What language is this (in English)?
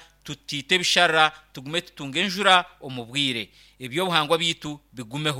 Nyankole